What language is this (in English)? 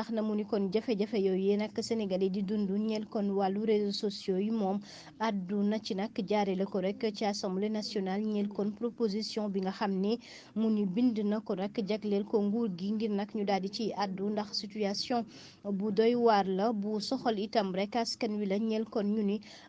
Wolof